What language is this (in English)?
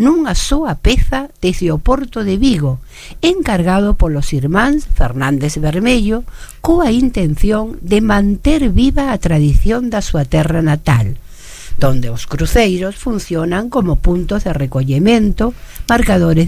Galician